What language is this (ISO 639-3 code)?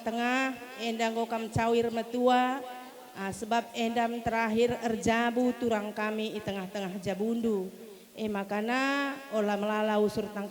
btx